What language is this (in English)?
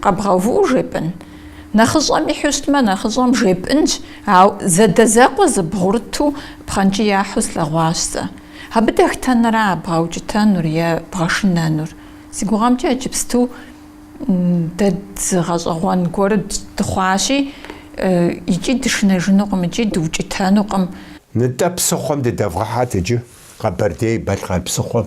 Kabardian